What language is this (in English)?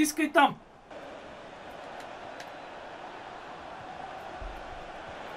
Bulgarian